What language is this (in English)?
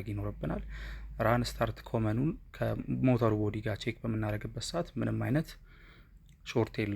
Amharic